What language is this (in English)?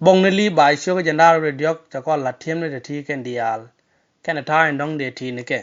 Nuer